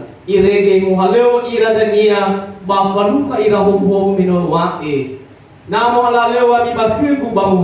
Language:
Nias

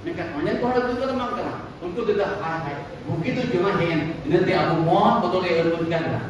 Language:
Santali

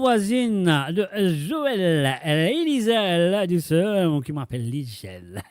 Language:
Morisyen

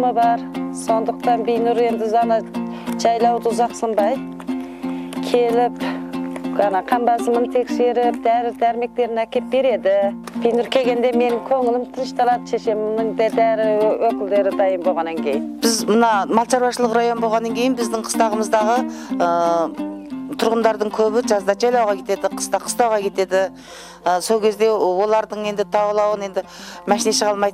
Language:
Kazakh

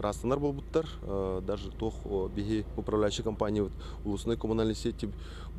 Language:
Yakut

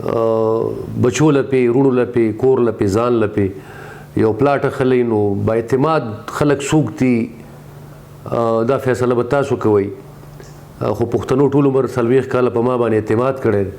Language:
Pashto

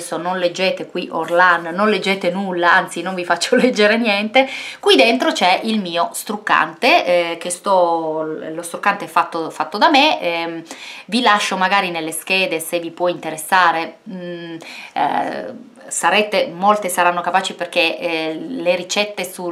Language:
Italian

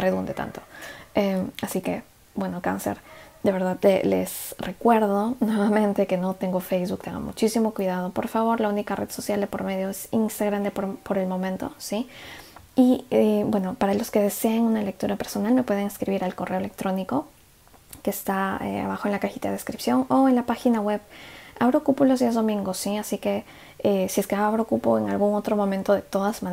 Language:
Spanish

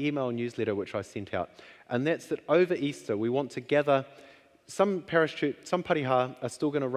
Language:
Māori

